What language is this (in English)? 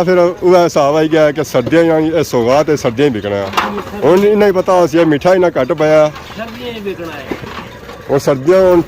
Pahari-Potwari